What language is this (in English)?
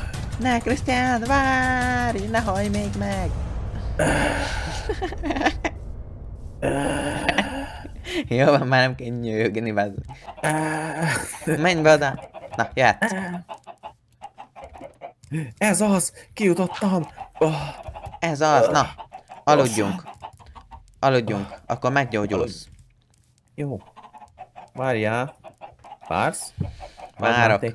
Hungarian